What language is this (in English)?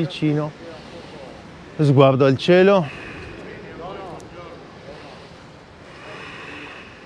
Italian